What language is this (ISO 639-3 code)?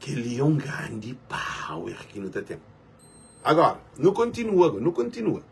kea